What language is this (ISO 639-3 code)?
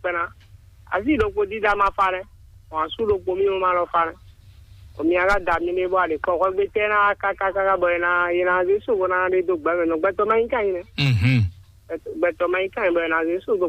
fon